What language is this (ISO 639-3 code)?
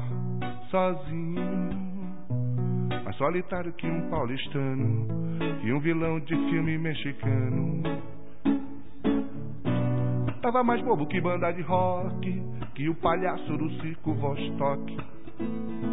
por